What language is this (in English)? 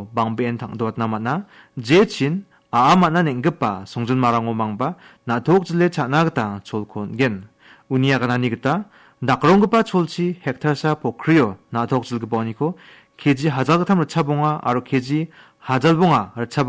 Garo